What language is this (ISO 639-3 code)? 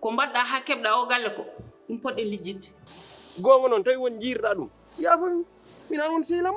ful